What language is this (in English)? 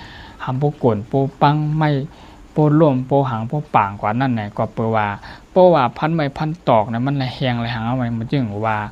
Shan